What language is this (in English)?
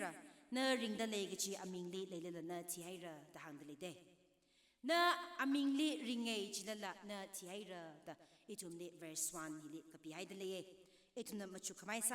Tangkhul Naga (India)